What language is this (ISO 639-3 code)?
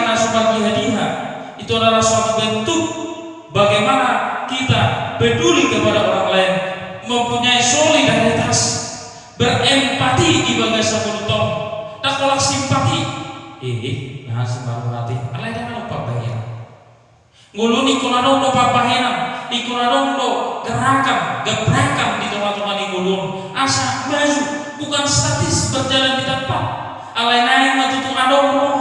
bbc